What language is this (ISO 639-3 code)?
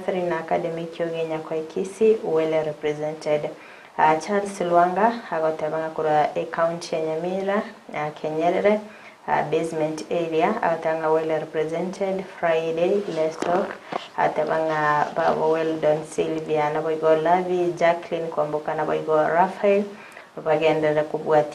guz